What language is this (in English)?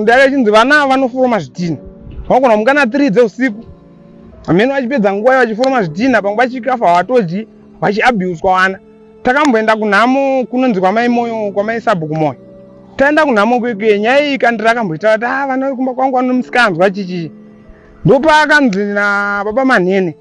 Shona